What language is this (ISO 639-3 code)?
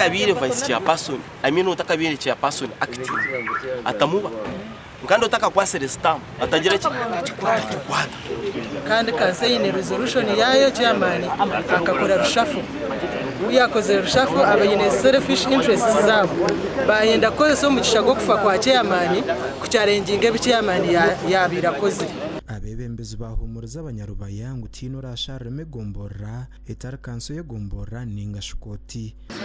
nyn